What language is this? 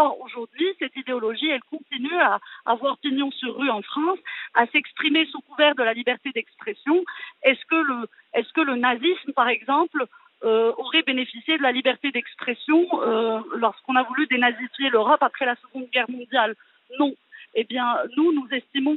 French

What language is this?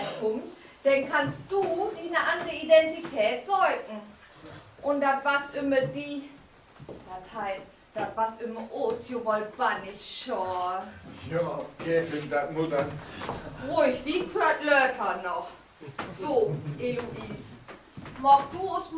Low German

